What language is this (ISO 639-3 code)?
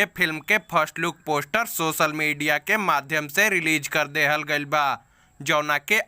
bho